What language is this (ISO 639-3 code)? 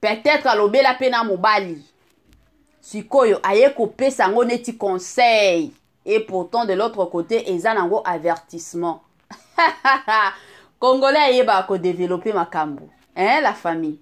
lin